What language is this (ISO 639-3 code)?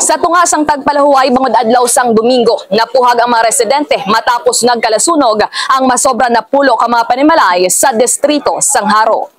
hil